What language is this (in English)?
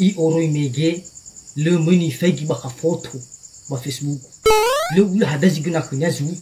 Nias